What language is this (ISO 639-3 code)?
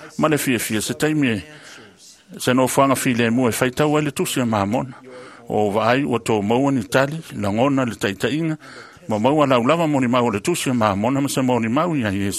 smo